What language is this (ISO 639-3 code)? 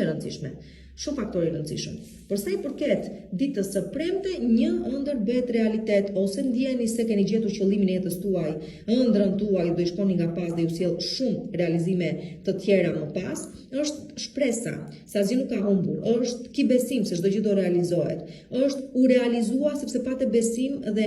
sqi